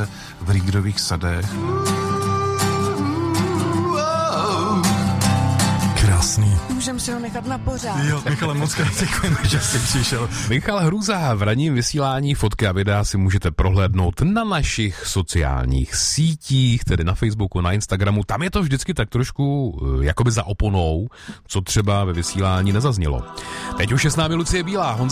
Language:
Czech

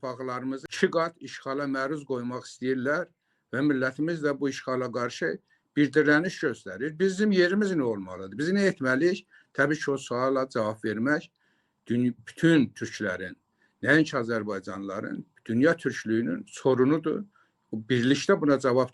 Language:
Azerbaijani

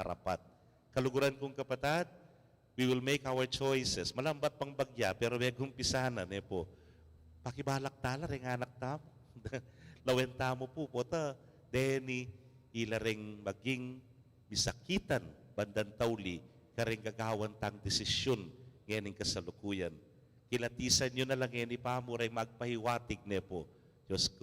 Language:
Pampanga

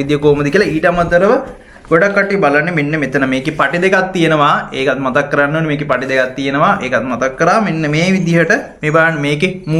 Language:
Sinhala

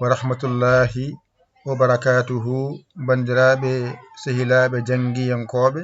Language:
Fula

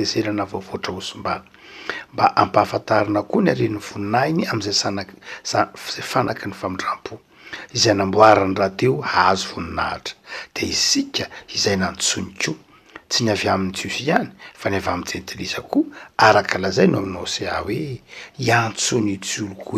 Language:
Malagasy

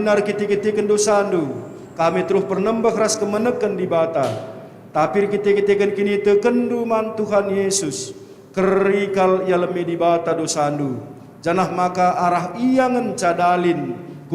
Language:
Batak Karo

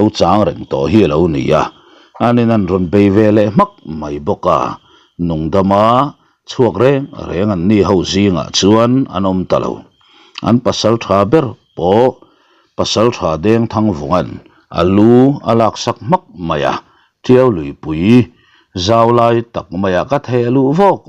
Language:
Mizo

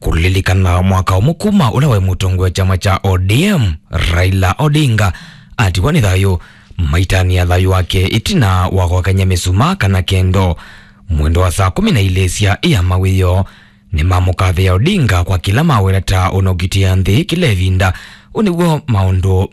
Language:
Kamba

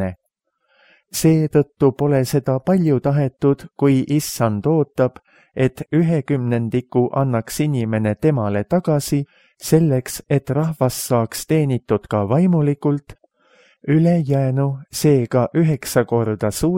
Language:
Estonian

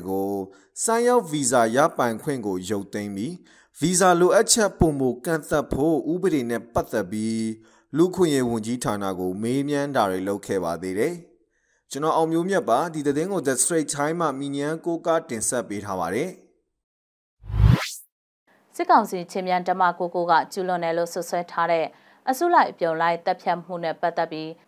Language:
Burmese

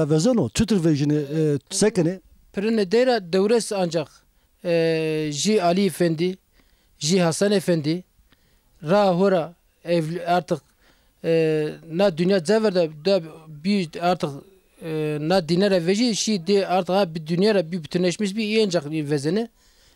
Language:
Zaza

